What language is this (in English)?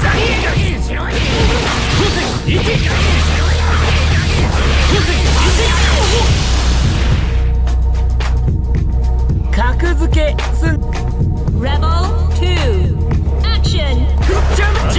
Japanese